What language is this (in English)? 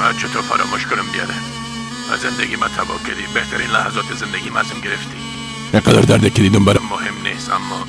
Persian